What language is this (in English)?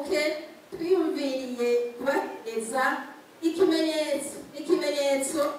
Rundi